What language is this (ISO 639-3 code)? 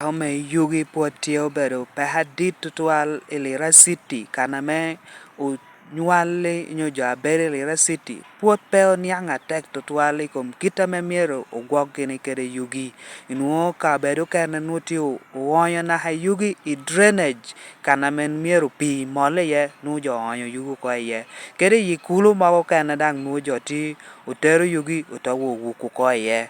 laj